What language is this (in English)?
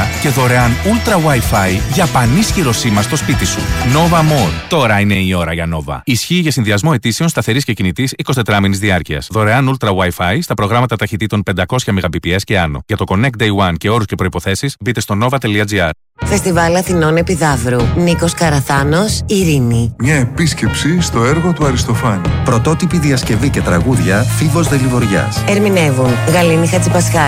Greek